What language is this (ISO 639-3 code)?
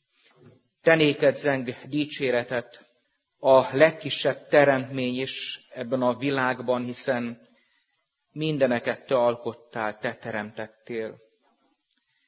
hun